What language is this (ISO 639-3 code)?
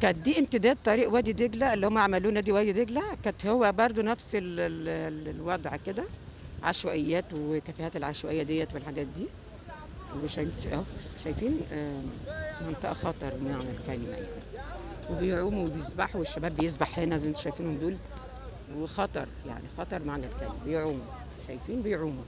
arz